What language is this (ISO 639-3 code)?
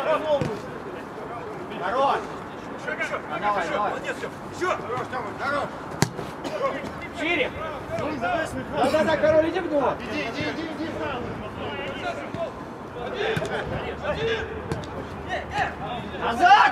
rus